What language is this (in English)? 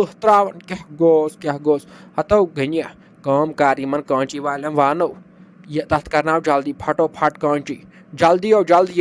Kashmiri